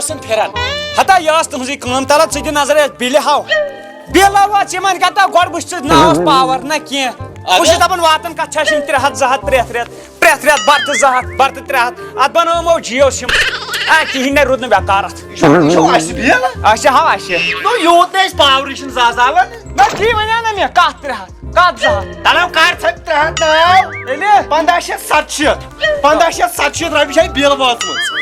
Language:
Kashmiri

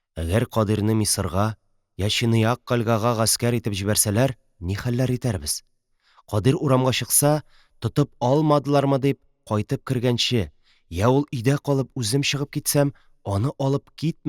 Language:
Tatar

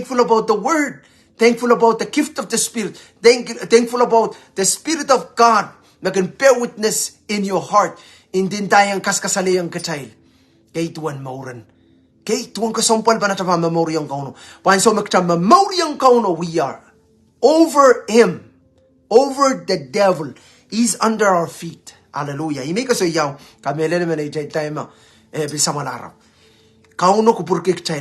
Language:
Pohnpeian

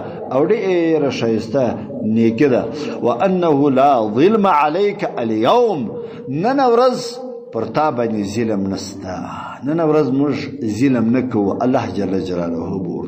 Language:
Pashto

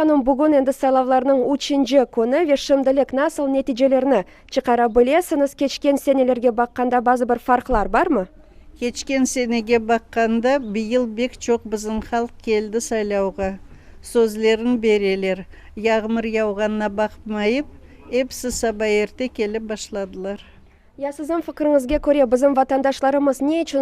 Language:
Crimean Tatar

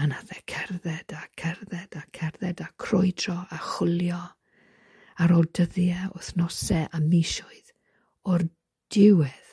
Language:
Welsh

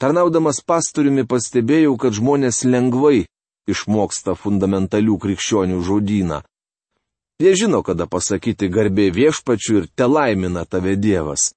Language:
Lithuanian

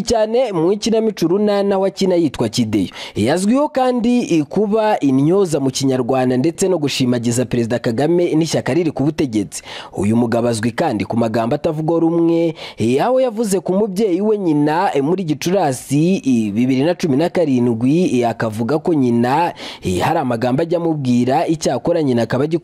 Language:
Kinyarwanda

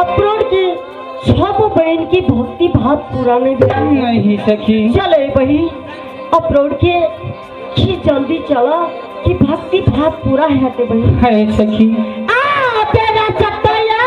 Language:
Maithili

